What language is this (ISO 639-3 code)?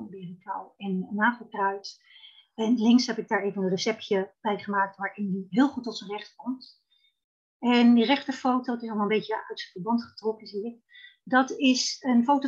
nld